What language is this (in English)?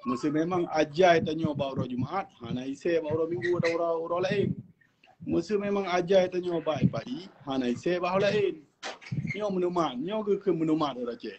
Achinese